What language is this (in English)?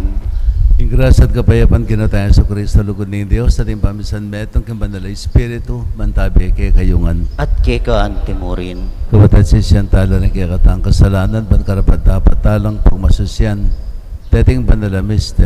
Pampanga